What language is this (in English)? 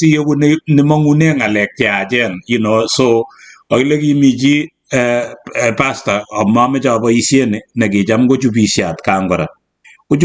Kalenjin